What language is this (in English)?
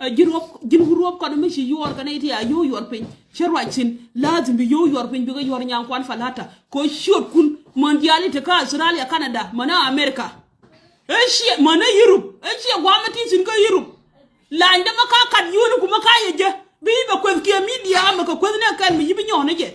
Nuer